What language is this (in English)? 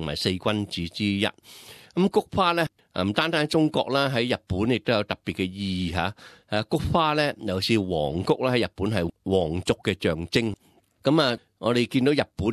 Cantonese